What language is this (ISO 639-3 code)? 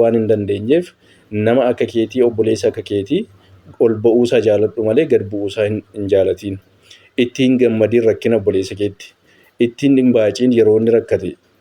orm